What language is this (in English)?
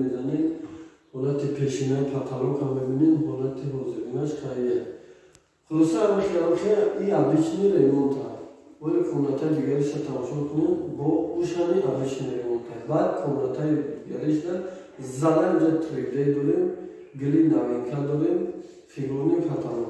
Tajik